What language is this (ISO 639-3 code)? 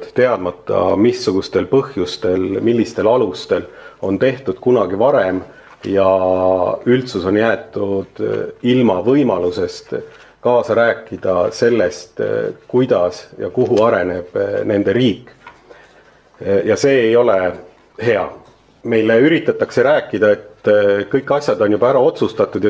est